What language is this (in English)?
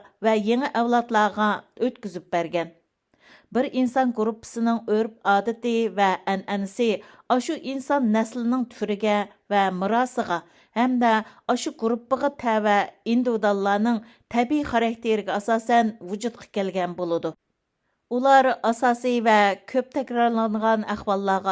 Uyghur